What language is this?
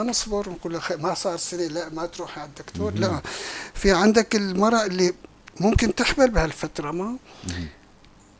North Levantine Arabic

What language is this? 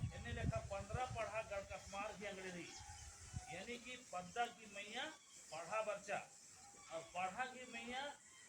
Kurukh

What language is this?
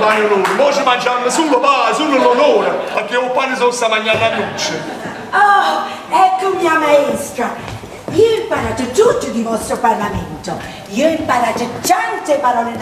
Neapolitan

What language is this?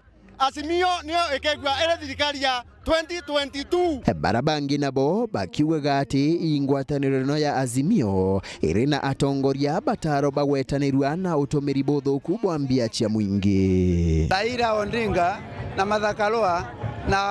Meru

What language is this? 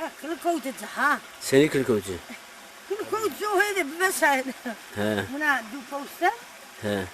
Zaza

